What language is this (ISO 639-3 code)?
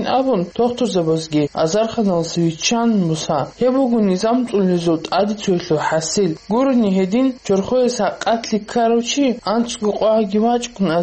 ava